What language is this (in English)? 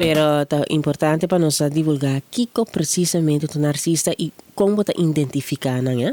Papiamento